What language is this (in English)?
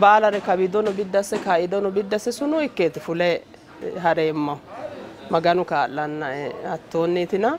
Sidamo